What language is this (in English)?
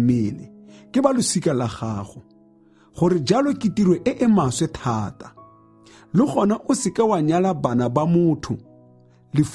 Tswana